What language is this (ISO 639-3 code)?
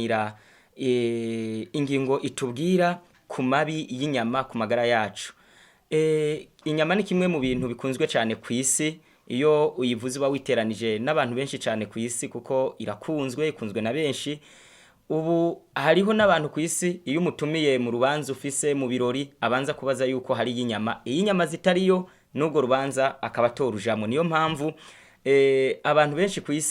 run